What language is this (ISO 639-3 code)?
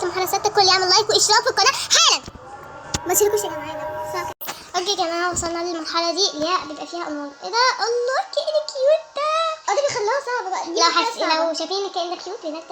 arz